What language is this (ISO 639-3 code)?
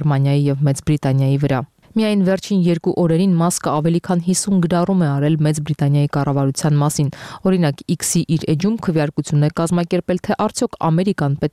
hye